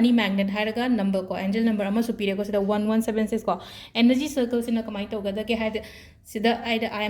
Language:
Manipuri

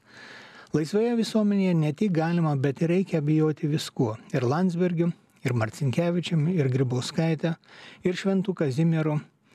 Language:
Lithuanian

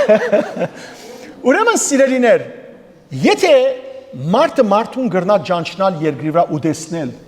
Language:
Western Armenian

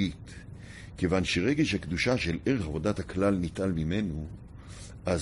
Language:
Hebrew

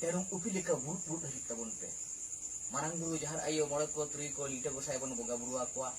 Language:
Santali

